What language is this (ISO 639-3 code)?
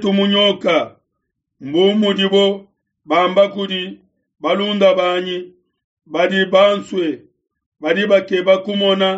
lua